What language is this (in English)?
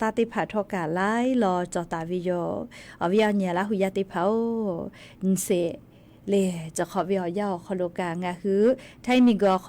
Lahu